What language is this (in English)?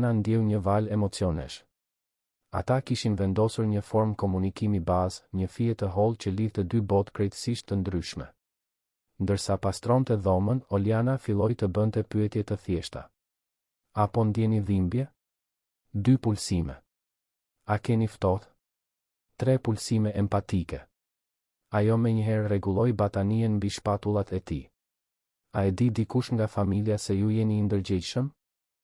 Albanian